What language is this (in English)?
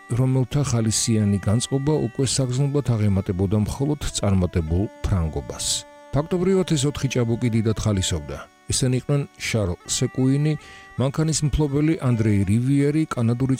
Georgian